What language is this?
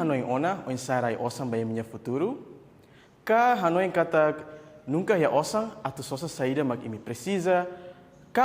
Tetum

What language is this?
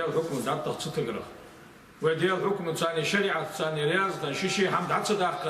Ingush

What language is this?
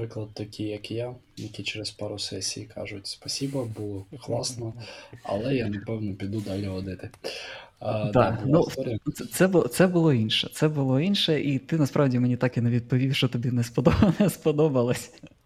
Ukrainian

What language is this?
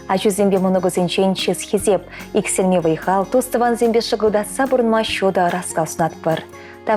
Chuvash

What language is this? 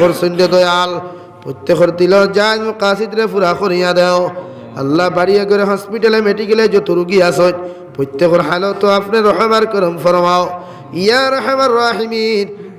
Sylheti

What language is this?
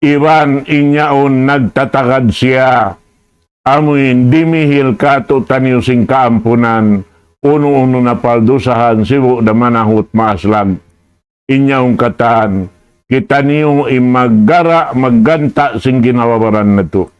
Tausug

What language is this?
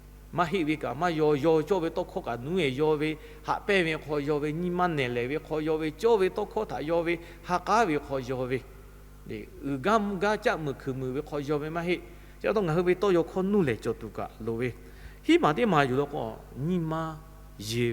Lahu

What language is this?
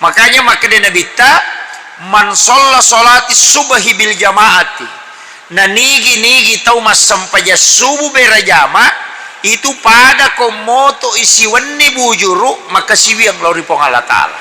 Buginese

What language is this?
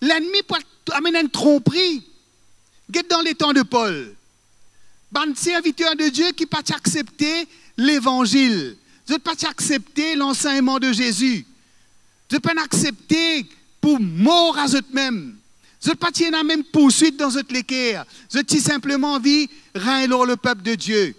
Morisyen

